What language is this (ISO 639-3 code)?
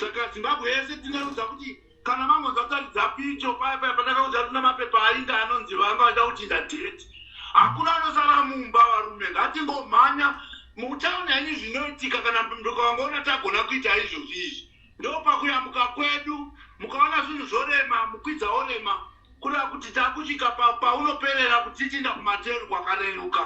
sna